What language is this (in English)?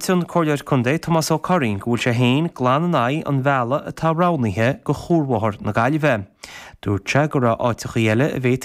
Irish